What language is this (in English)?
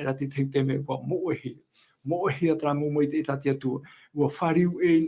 Tahitian